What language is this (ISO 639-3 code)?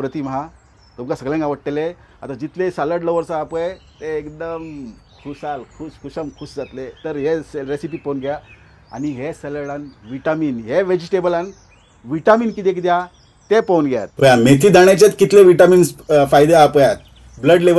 kok